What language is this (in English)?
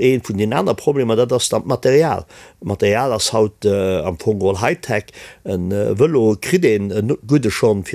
Luxembourgish